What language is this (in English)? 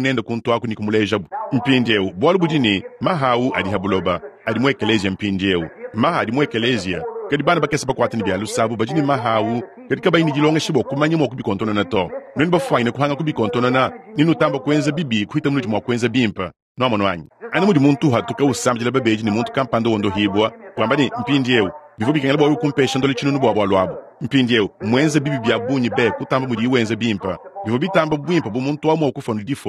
Luba-Lulua